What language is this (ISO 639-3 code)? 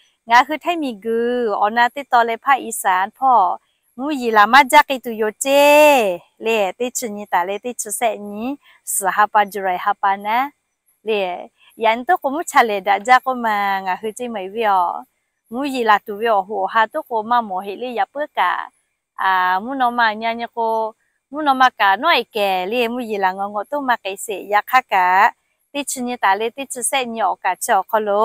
lhu